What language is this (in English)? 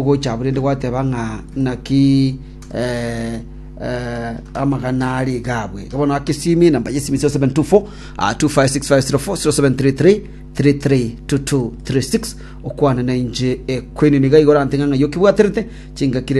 Gusii